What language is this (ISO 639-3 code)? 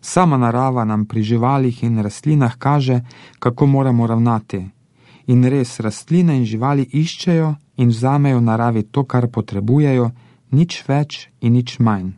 slv